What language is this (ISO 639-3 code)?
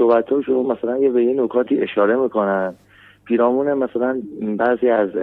fas